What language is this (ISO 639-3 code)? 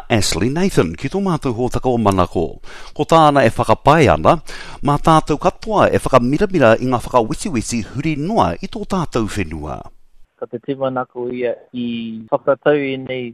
mri